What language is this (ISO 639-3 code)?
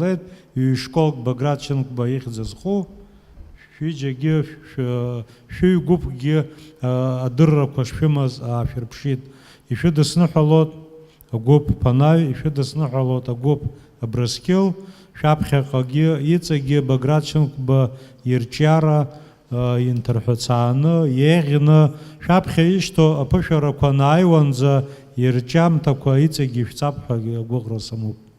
abk